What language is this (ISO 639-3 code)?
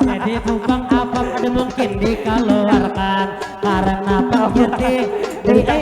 bjn